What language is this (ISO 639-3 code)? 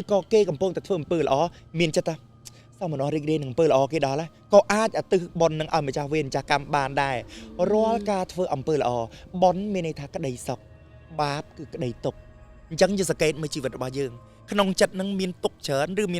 khm